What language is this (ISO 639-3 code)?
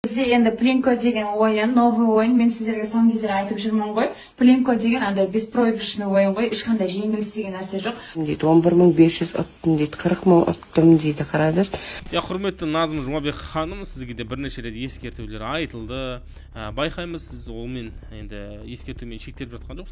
kaz